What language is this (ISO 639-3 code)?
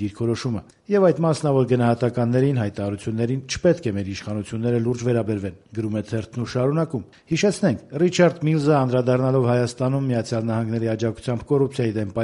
hye